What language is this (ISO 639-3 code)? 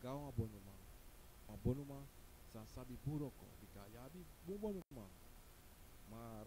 srn